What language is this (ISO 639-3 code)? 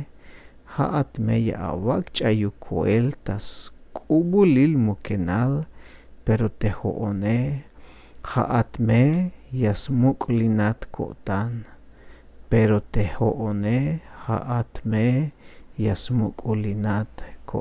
tzh